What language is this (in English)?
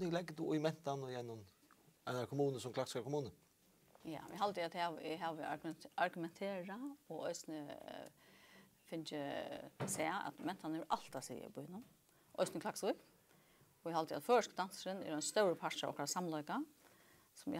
Faroese